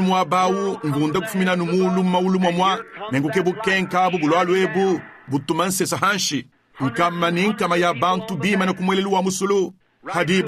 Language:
Luba-Lulua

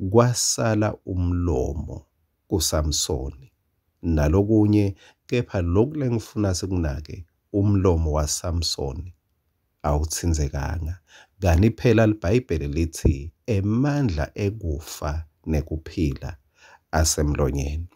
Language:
Swati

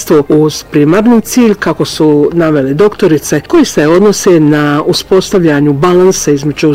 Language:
Bosnian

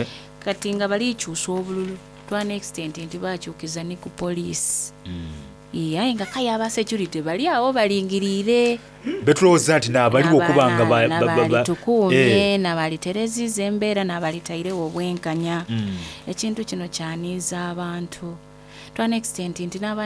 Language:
Soga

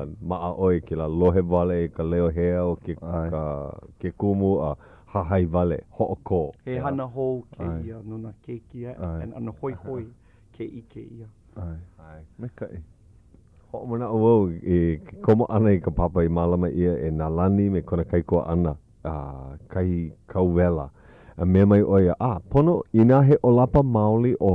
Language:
Hawaiian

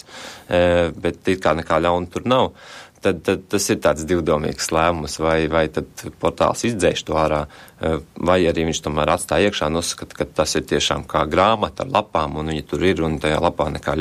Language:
Latvian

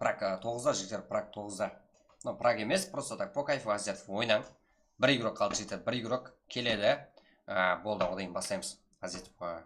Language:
Kara-Kalpak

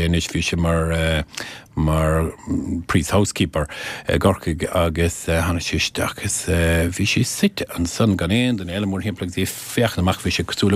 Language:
Irish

